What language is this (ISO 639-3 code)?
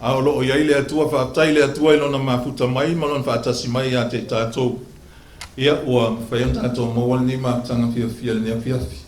smo